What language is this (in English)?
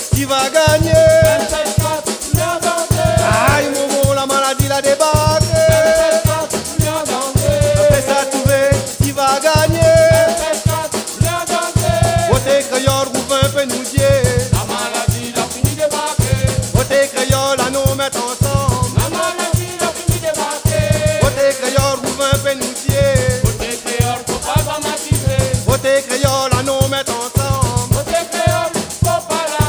Réunion Creole French